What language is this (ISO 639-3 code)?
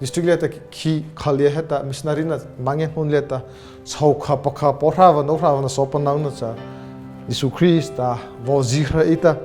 mrh